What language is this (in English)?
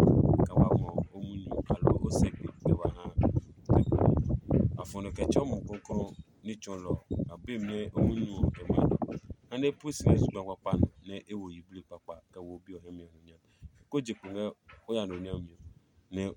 Adangme